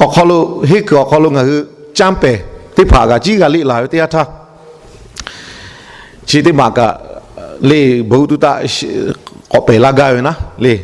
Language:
Lahu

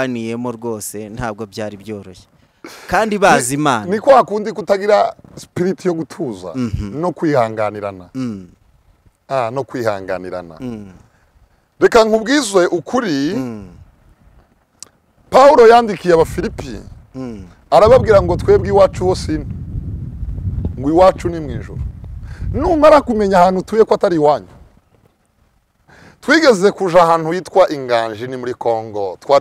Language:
Kinyarwanda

